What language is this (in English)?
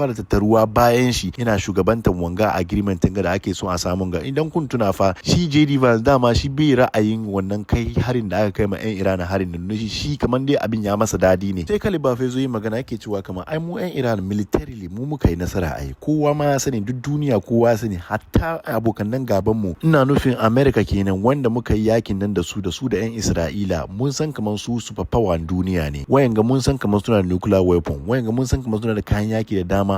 Hausa